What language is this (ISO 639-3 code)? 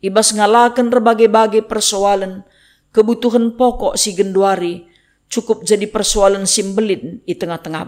btx